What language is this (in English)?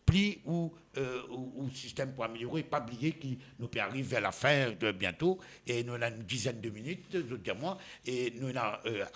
Morisyen